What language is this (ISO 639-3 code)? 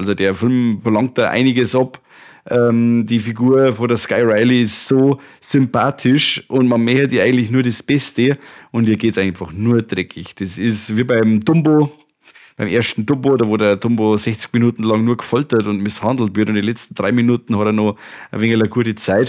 bar